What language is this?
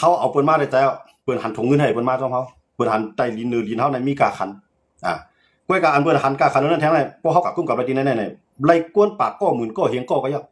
Shan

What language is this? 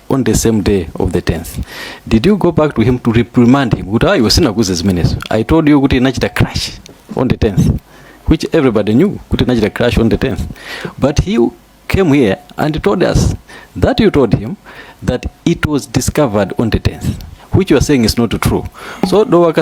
Nyanja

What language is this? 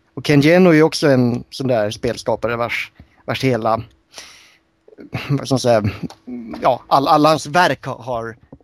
Swedish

